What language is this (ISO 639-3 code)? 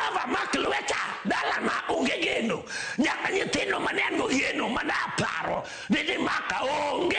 luo